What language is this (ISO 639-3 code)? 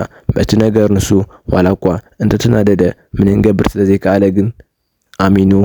tir